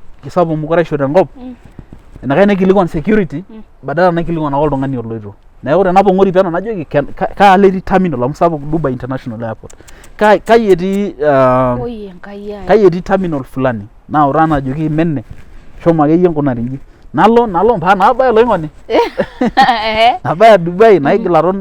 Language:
Masai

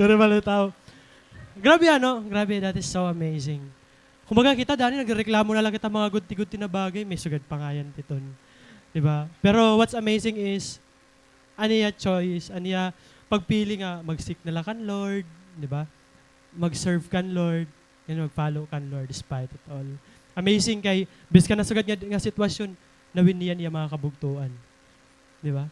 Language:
Waray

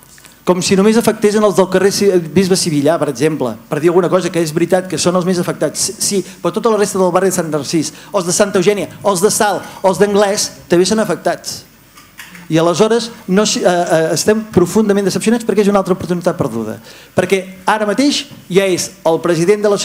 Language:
Catalan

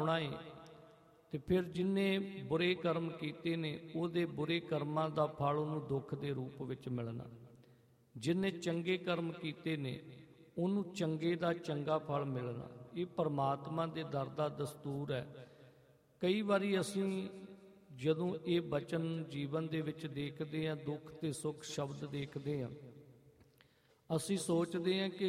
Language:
Punjabi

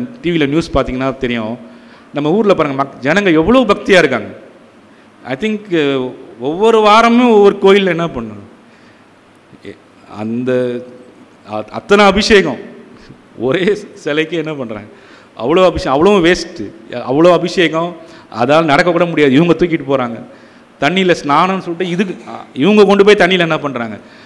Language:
Tamil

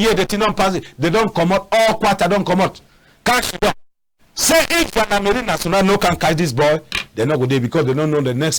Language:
Cameroon Pidgin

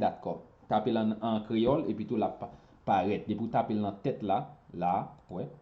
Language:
Haitian Creole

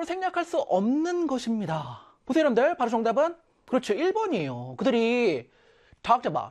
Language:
Korean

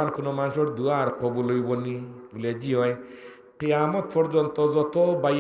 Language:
Sylheti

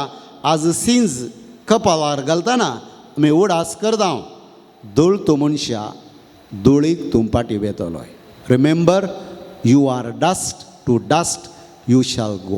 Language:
Konkani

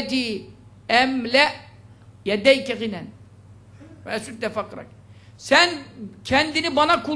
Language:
Turkish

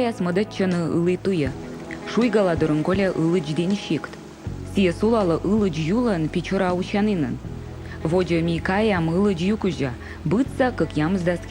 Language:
Komi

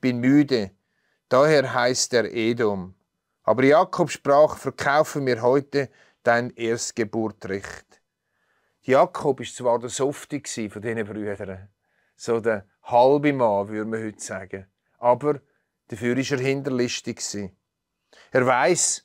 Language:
Swiss German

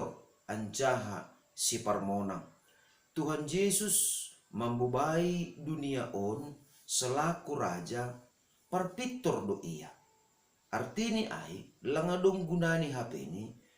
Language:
Batak Simalungun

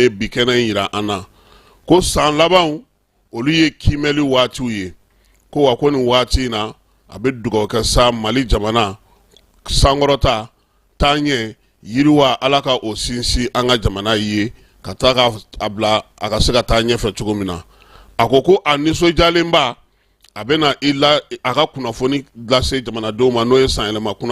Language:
Bambara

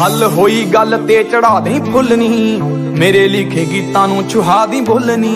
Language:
Punjabi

